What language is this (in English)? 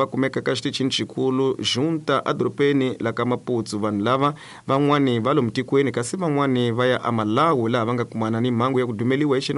Tsonga